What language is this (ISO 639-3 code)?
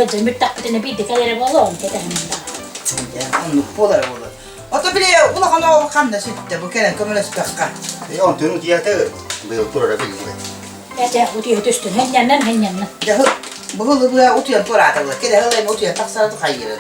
sah